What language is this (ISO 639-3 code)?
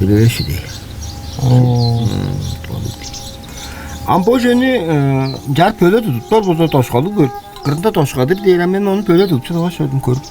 tyv